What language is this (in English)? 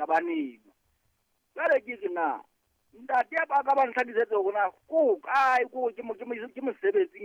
Southern Sotho